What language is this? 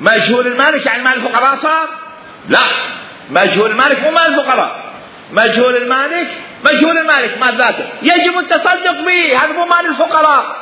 Mesopotamian Arabic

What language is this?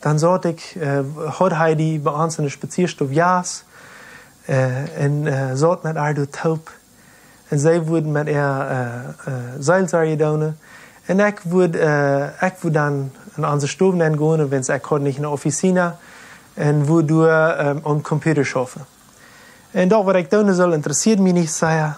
Plautdietsch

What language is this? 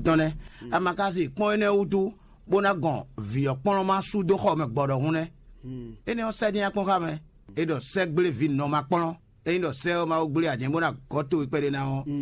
Fon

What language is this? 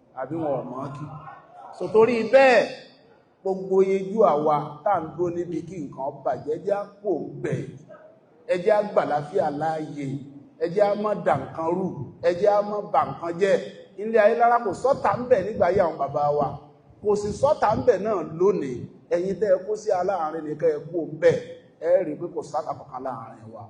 Yoruba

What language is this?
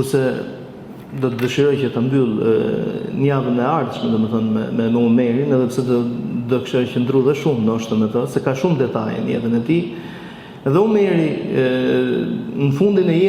Albanian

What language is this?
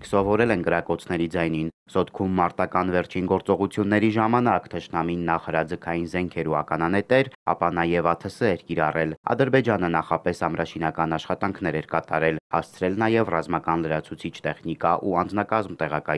Armenian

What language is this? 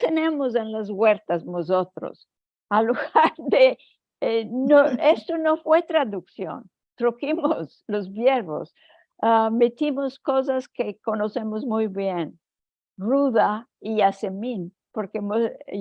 Ladino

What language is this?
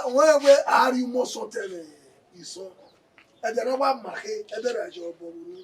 Bini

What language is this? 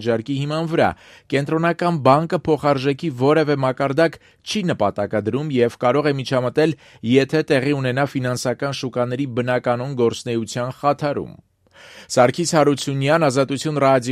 Armenian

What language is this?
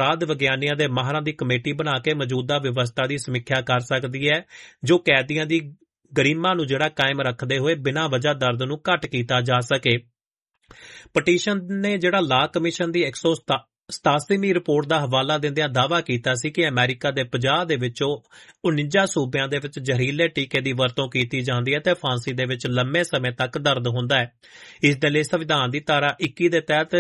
Punjabi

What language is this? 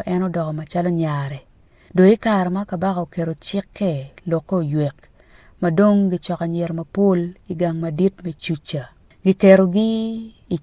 Acoli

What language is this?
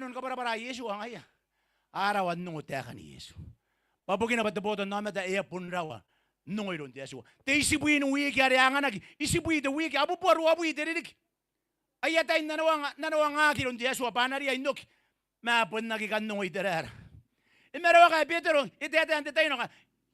Gilbertese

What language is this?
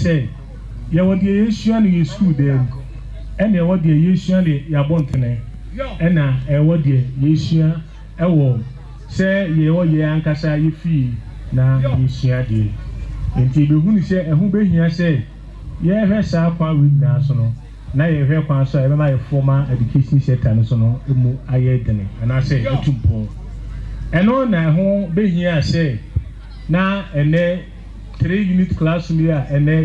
Akan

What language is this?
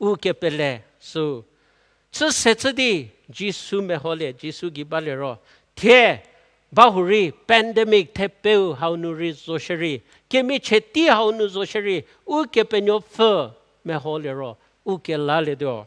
Angami Naga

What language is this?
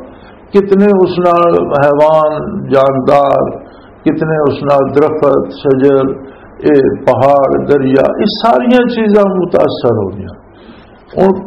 Western Panjabi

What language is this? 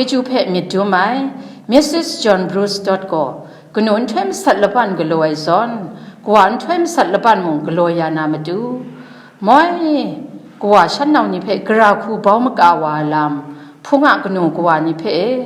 Kachin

